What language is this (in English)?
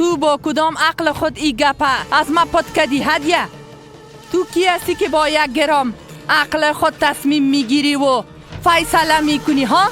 Persian